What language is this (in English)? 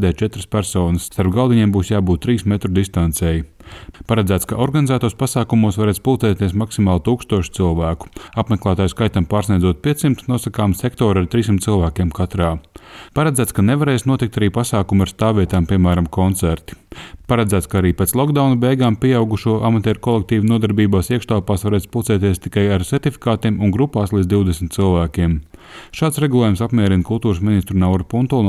Latvian